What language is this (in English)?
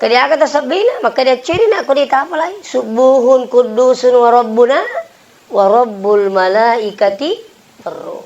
Buginese